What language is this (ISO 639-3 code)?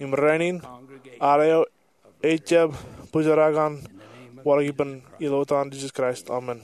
mah